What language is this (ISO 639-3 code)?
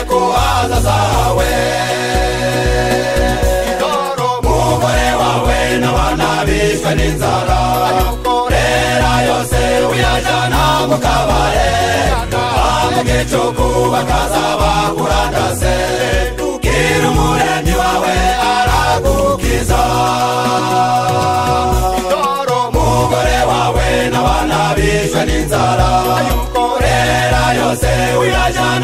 kin